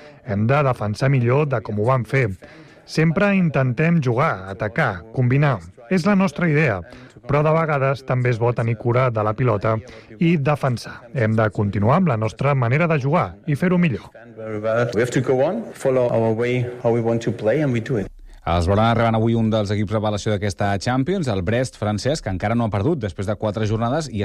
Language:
Catalan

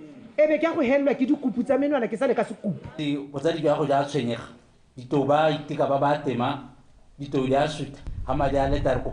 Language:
Tswana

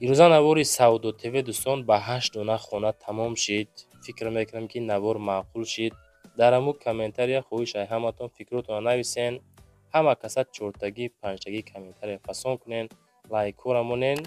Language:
Tajik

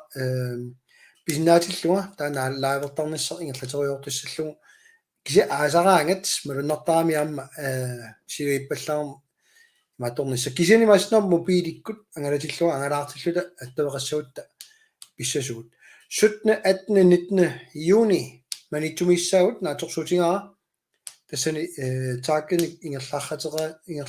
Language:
Kalaallisut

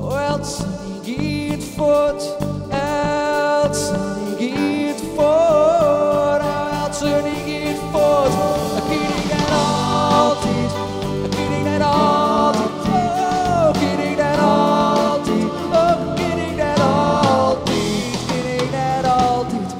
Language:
Western Frisian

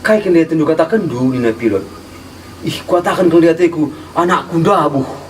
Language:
Batak Karo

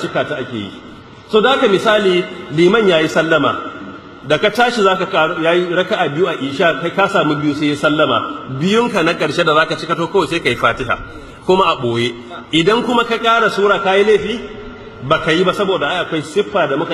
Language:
Hausa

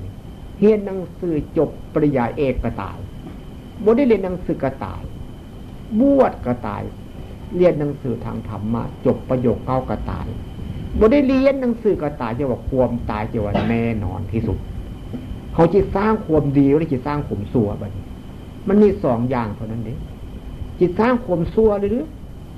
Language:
Northeastern Thai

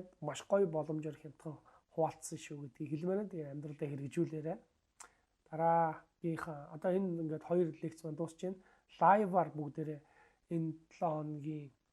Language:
Mongolian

